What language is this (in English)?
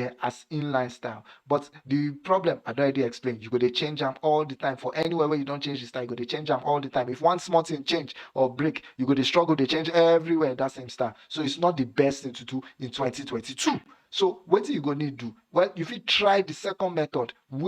Nigerian Pidgin